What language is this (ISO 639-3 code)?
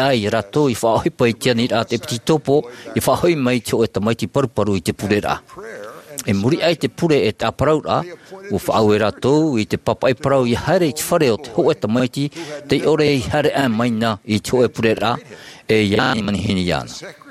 tah